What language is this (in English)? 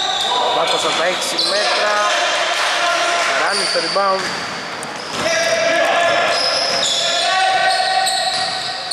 Greek